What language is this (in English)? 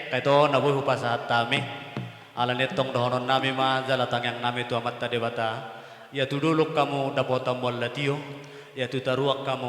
Batak Toba